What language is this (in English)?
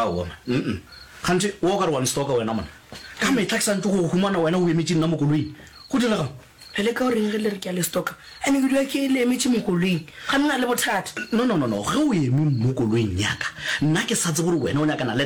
Northern Sotho